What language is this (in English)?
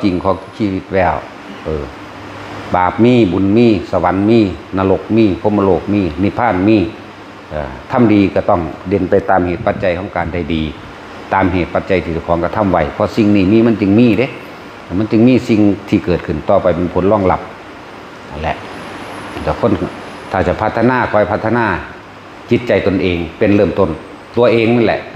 Northeastern Thai